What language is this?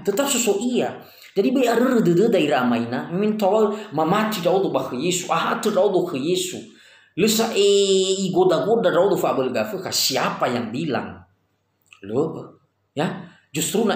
Nias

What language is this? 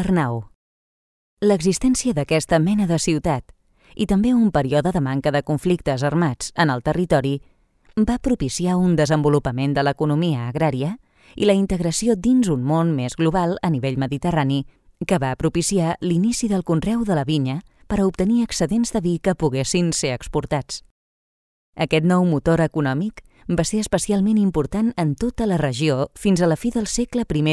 Catalan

